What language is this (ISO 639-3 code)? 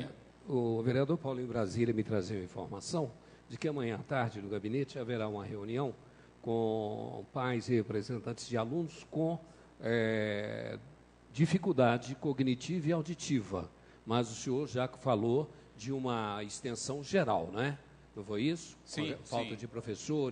por